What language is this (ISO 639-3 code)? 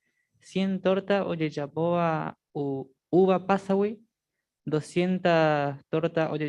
grn